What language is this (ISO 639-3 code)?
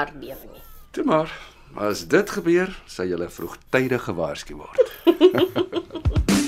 afr